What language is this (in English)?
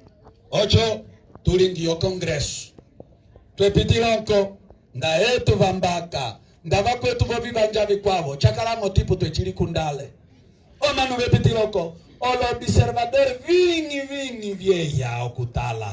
Umbundu